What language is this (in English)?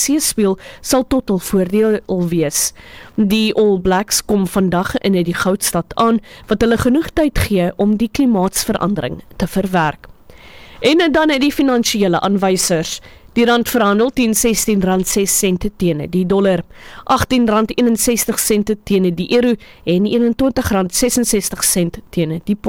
Afrikaans